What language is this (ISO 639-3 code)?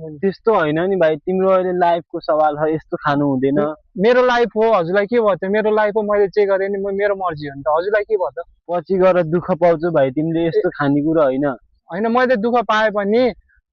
nep